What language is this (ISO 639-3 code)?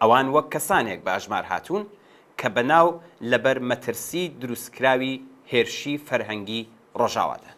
ckb